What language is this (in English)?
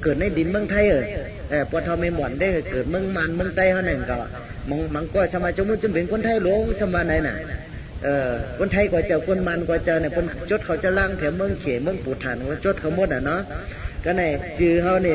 Shan